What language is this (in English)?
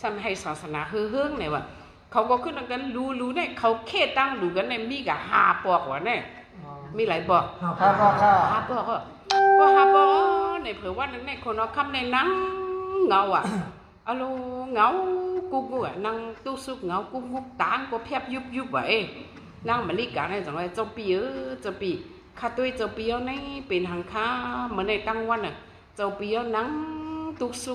Shan